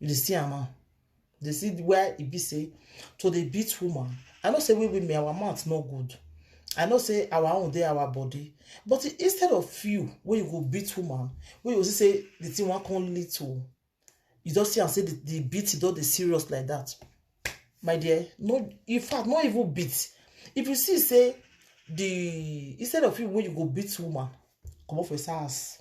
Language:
Nigerian Pidgin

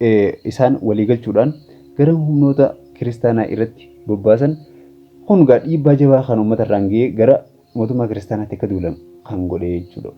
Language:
Oromo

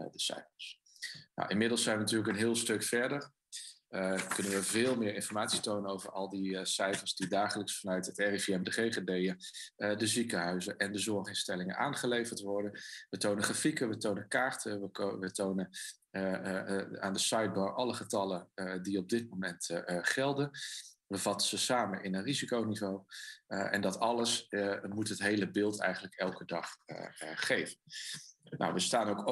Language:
Dutch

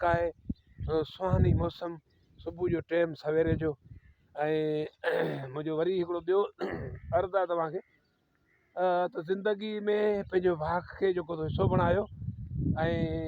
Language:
Sindhi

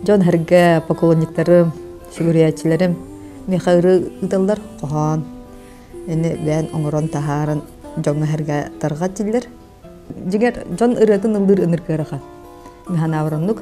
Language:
Yakut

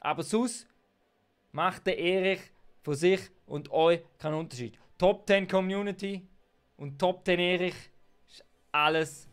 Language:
Swiss German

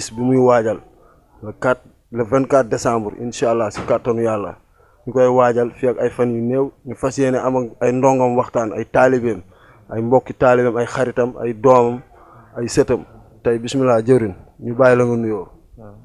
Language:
Wolof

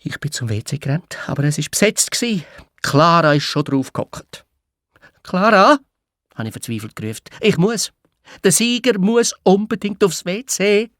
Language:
Swiss German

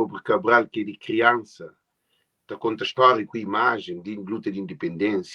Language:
Kabuverdianu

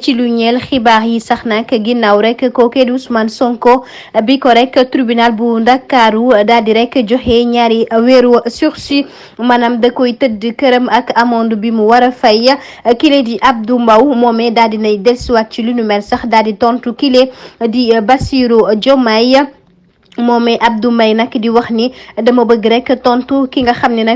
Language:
Wolof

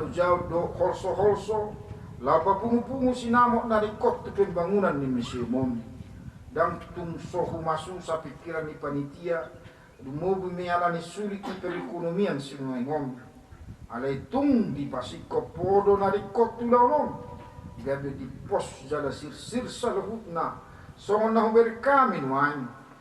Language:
Batak Toba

